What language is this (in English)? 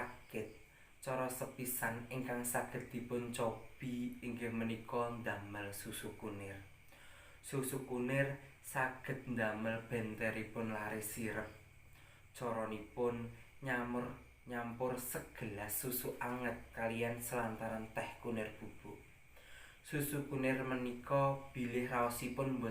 Javanese